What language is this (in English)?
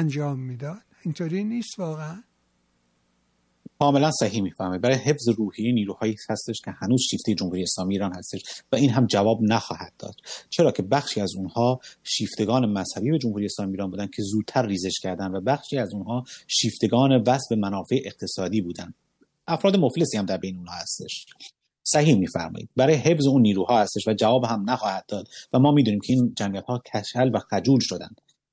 Persian